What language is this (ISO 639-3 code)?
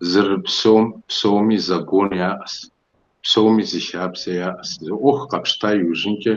kbd